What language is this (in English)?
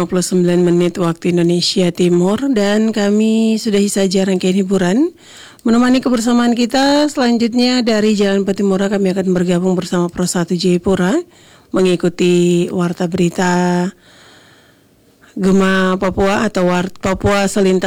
Indonesian